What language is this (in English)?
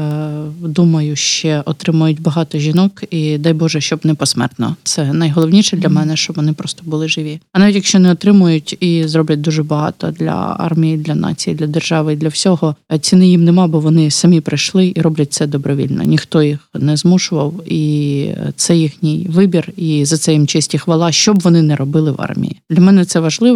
Ukrainian